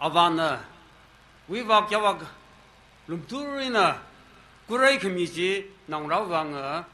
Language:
Tangkhul Naga (India)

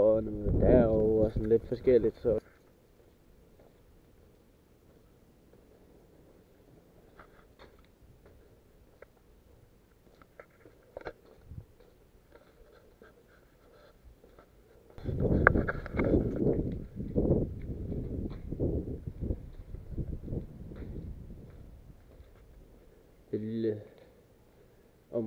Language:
Danish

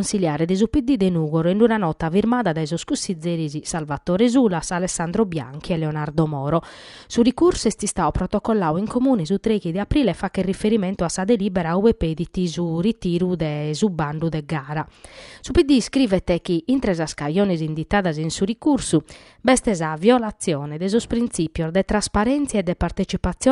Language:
Sardinian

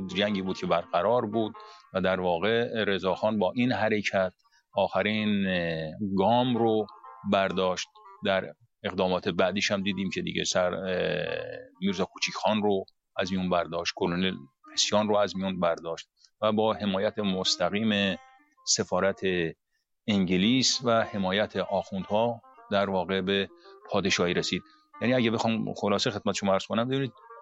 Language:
Persian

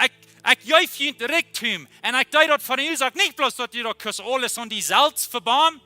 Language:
Plautdietsch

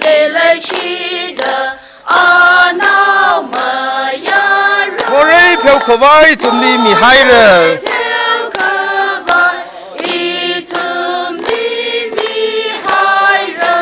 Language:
Tangkhul Naga (India)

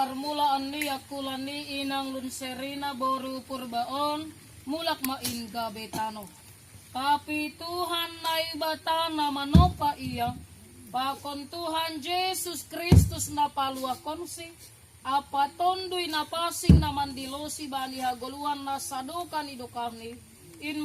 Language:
Batak Simalungun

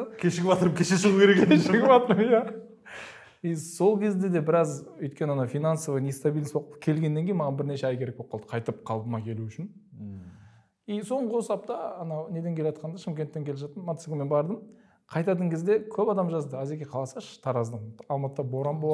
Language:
Kazakh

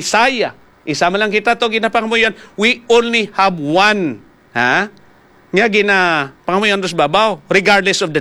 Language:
Hiligaynon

